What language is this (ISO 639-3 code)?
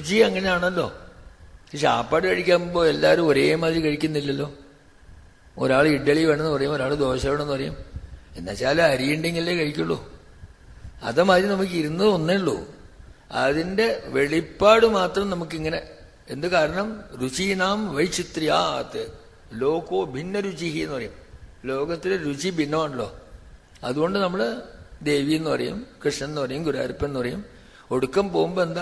mal